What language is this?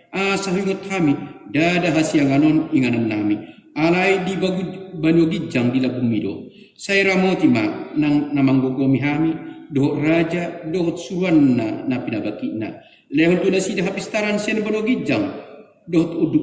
Batak Toba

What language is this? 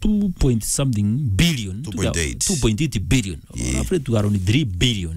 Meru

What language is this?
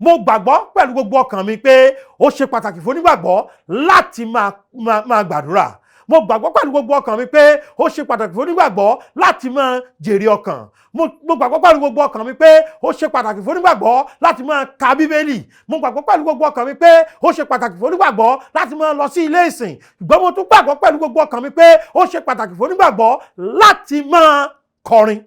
Yoruba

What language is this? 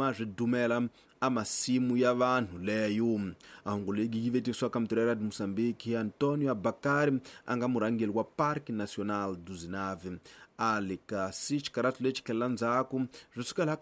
Tsonga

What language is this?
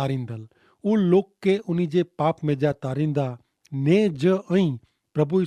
Kachhi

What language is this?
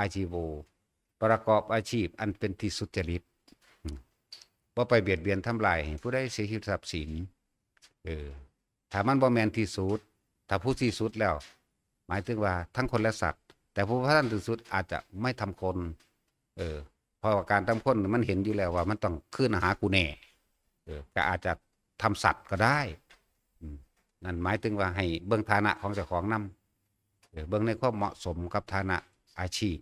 Northeastern Thai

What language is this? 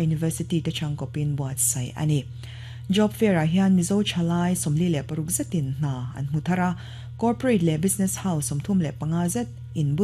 Mizo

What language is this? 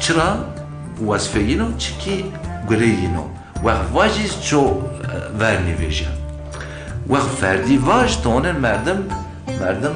Zaza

